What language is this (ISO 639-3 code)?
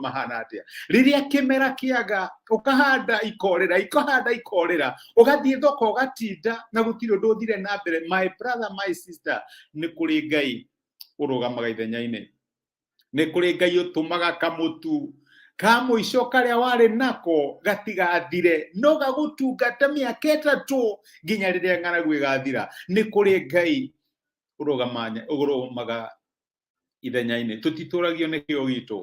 kik